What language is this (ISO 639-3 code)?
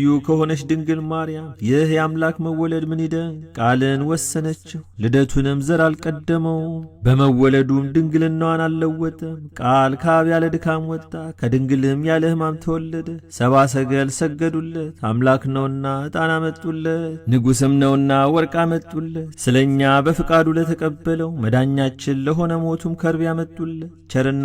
amh